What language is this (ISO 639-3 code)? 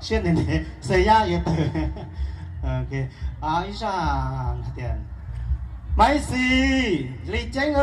hmn